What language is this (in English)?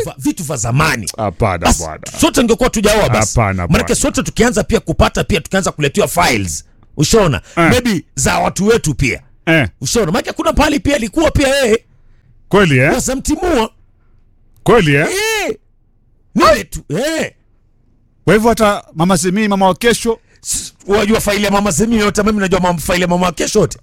Swahili